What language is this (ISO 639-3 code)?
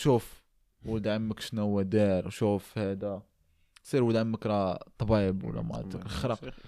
ary